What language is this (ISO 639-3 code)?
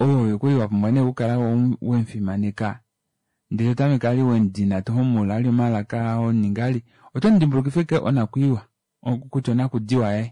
kua